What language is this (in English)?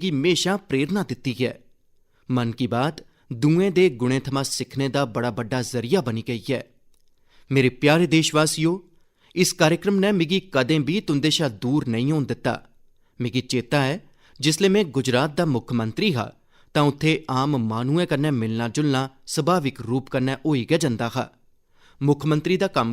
Dogri